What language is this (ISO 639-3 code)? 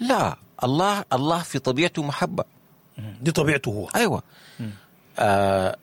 apd